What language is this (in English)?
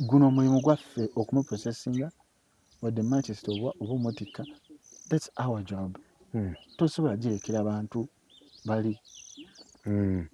Ganda